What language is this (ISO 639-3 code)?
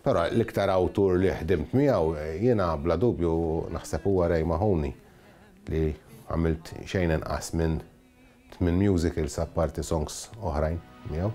mlt